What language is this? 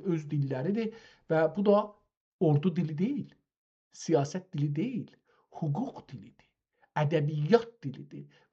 South Azerbaijani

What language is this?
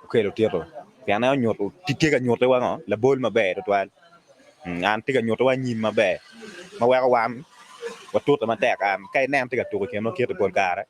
Acoli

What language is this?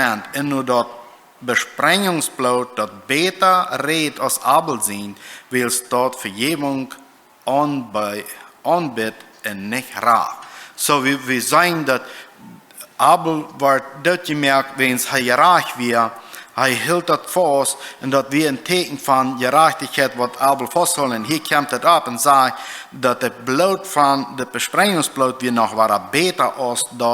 Plautdietsch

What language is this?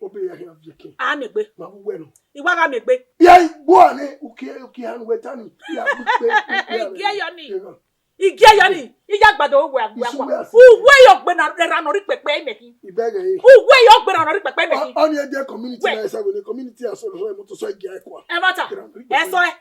Bini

